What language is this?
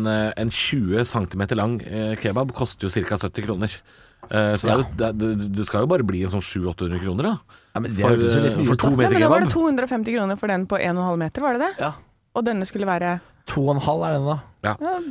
Norwegian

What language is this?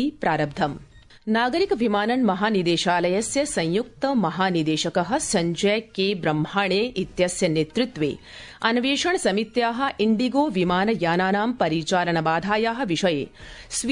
Sanskrit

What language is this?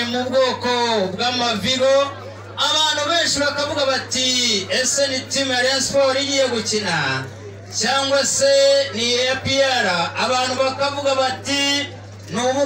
Kinyarwanda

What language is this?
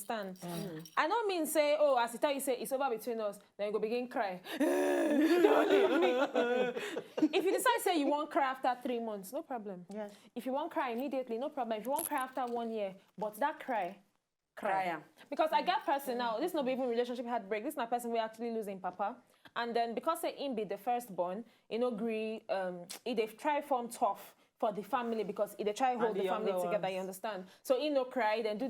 Nigerian Pidgin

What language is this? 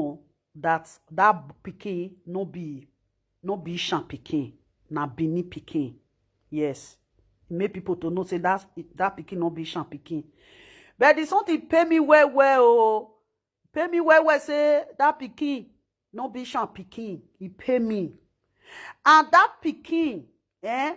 Nigerian Pidgin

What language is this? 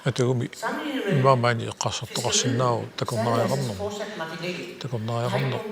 Kalaallisut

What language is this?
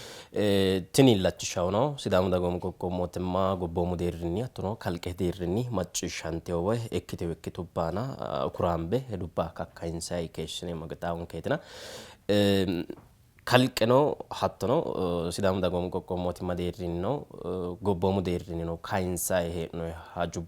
Sidamo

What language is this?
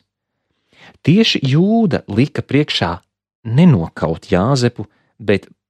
Latvian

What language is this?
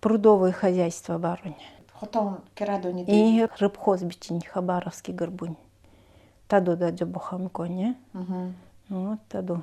Nanai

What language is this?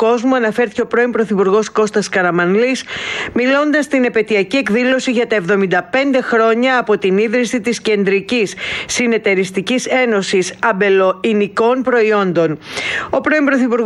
Greek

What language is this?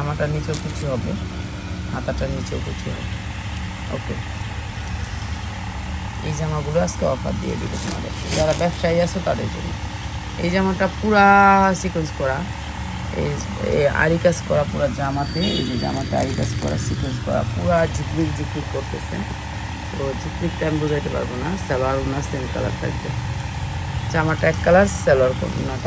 Bangla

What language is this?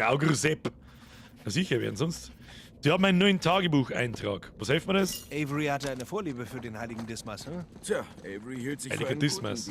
Bavarian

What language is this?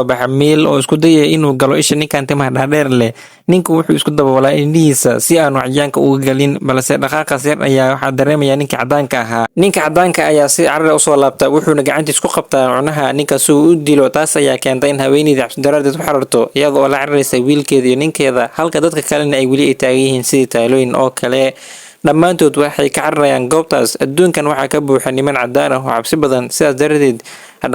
Somali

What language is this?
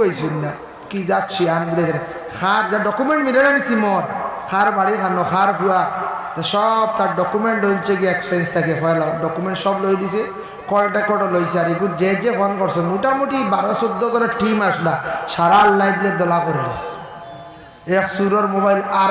Sylheti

